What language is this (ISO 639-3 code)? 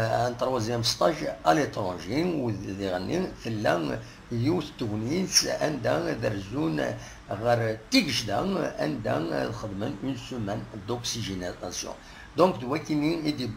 kab